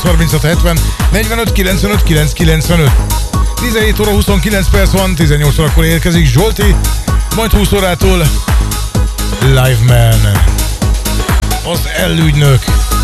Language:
Hungarian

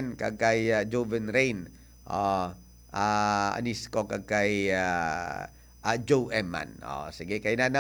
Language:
Hiligaynon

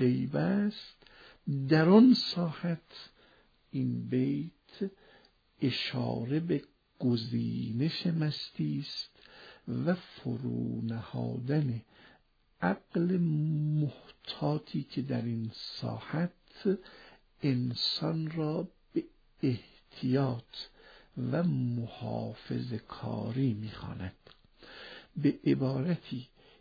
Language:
Persian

